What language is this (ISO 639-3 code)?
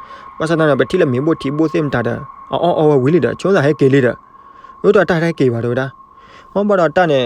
ksw